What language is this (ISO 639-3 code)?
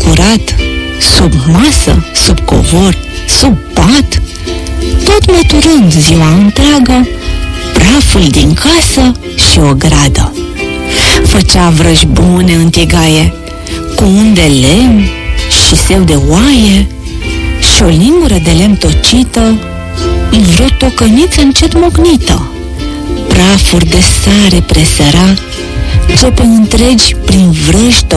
ron